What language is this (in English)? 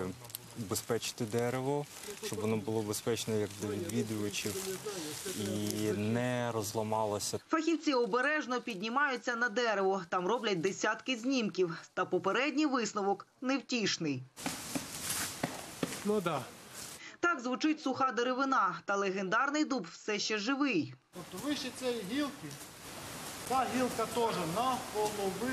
Ukrainian